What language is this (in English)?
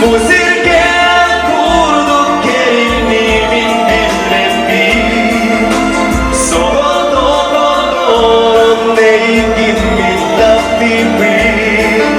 Yakut